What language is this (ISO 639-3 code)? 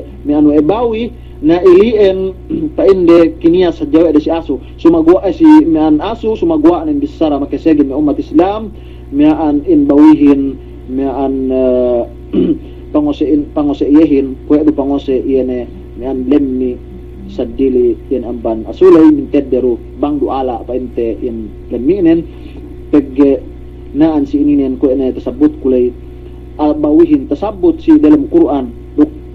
yka